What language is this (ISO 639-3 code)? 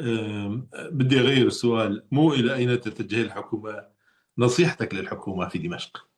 apc